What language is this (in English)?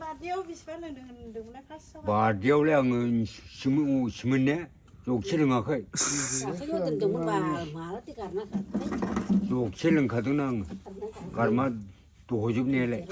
Bodo